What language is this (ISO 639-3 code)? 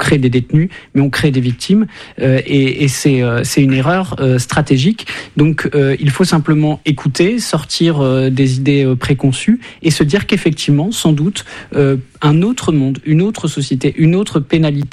fra